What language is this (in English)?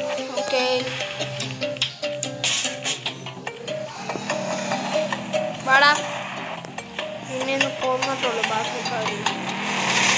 Malayalam